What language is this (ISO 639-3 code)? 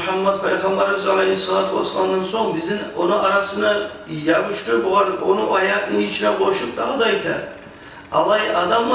kum